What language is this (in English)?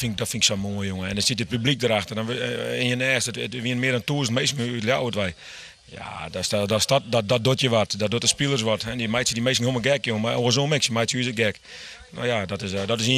Western Frisian